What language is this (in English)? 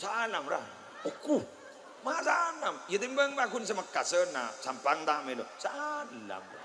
Madurese